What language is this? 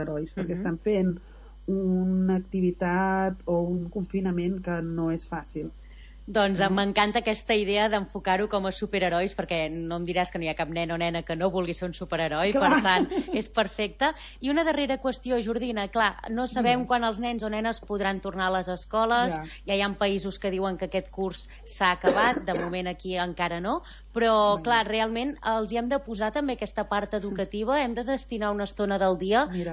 Catalan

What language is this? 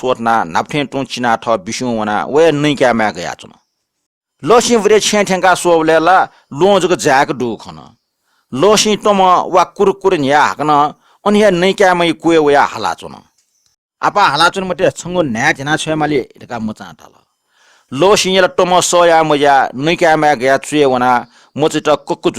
Newari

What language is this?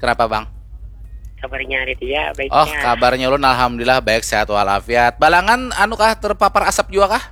Banjar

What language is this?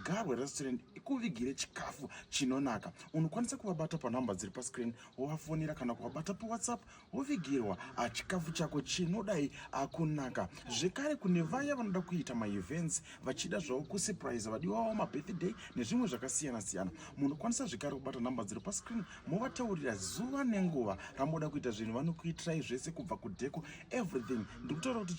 Shona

